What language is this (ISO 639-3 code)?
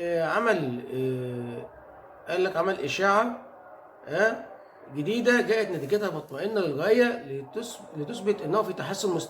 arz